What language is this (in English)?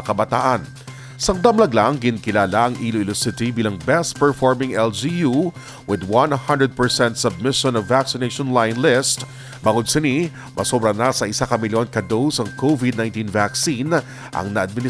Hiligaynon